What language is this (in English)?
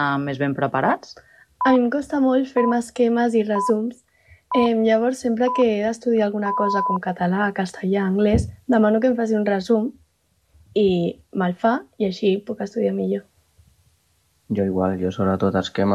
Catalan